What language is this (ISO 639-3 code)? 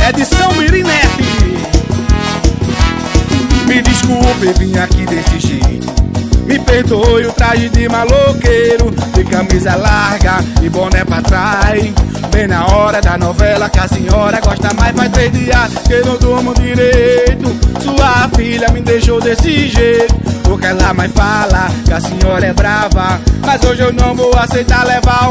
por